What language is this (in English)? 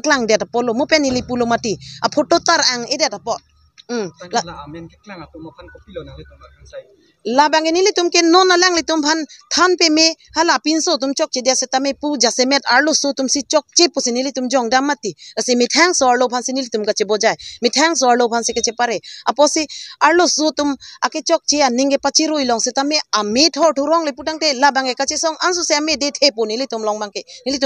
Karbi